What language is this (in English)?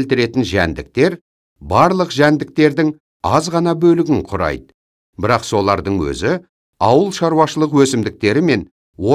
Kazakh